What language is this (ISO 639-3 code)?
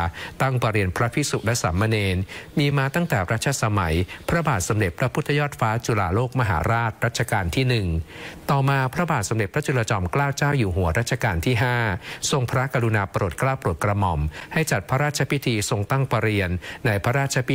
tha